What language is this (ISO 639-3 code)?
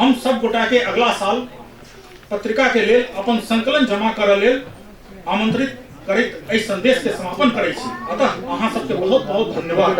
mai